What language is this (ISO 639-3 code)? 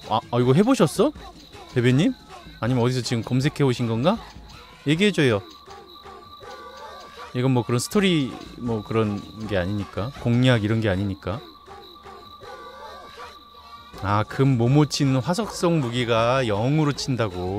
kor